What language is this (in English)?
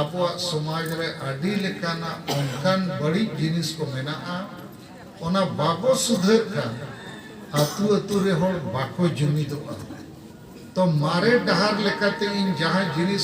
Santali